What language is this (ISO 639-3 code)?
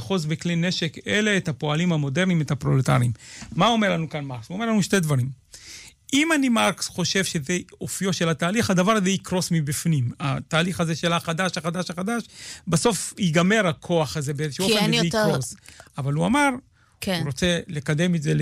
heb